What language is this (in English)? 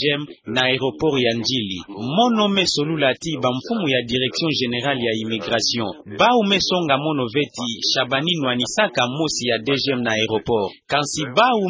Kituba (Democratic Republic of Congo)